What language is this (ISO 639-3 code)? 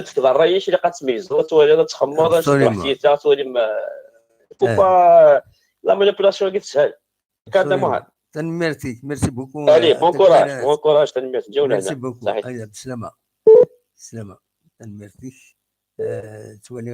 kab